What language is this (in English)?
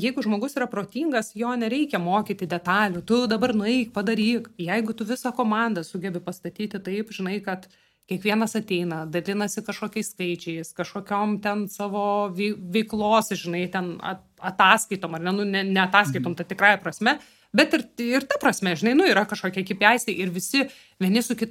Lithuanian